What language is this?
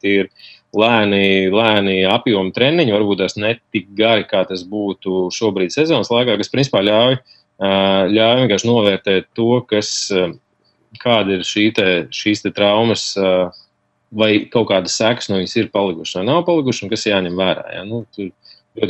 Latvian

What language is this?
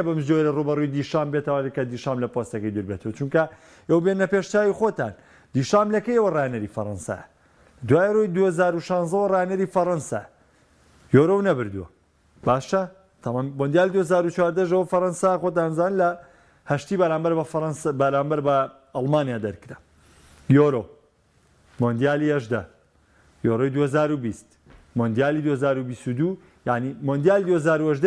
Central Kurdish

